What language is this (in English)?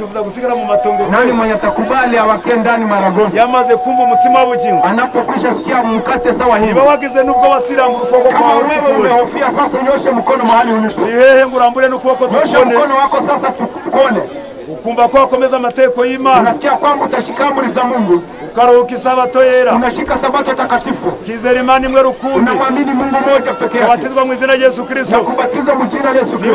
Kinyarwanda